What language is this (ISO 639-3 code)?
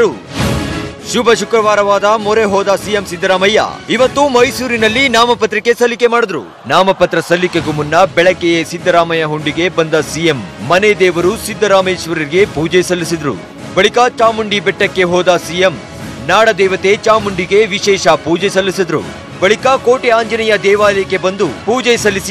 kan